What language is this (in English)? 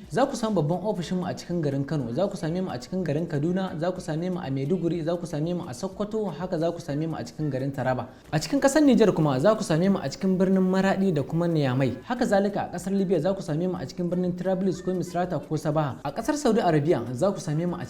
Hausa